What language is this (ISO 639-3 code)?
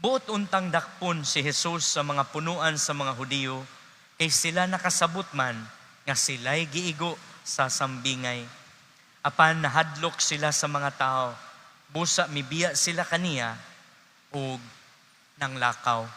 ceb